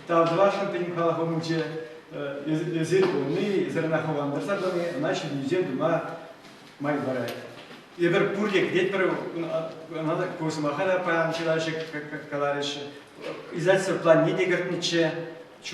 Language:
Chuvash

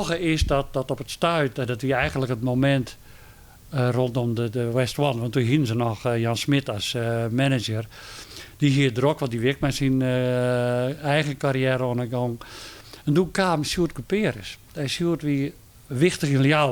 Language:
Western Frisian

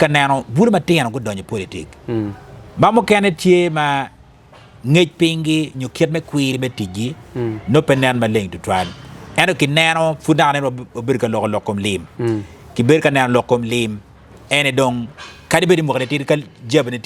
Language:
Acoli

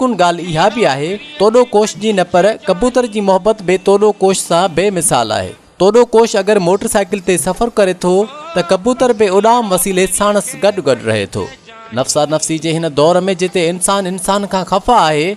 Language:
Sindhi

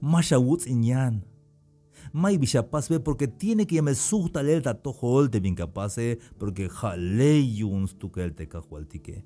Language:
Tzeltal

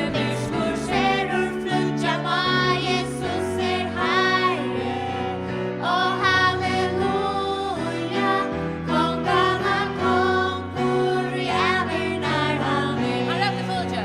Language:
Faroese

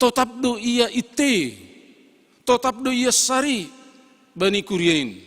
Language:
Batak Simalungun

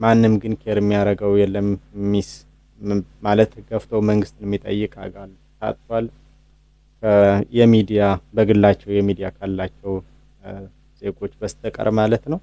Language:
Amharic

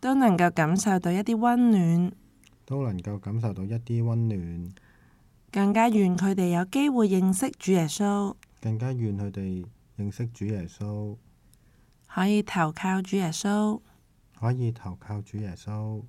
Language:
Cantonese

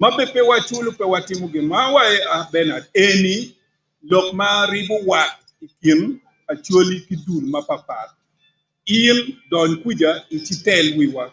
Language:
Acoli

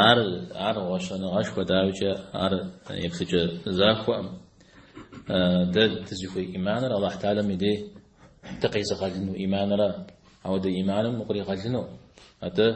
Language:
Kabardian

